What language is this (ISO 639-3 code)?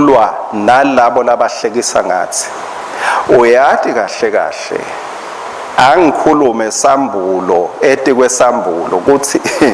ssw